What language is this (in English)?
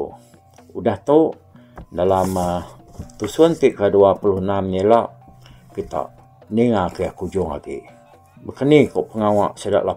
Iban